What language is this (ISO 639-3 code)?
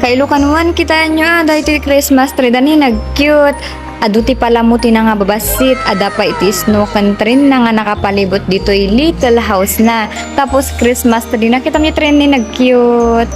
ilo